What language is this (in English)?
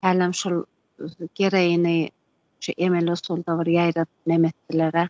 Turkmen